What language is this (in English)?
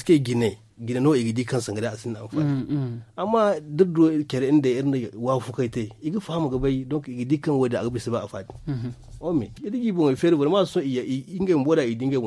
Zarma